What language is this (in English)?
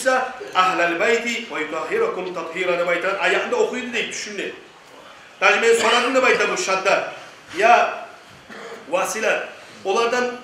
Kumyk